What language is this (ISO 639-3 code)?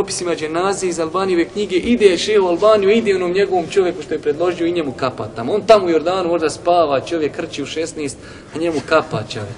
bos